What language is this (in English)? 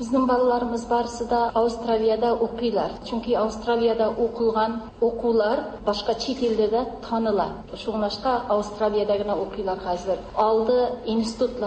Tatar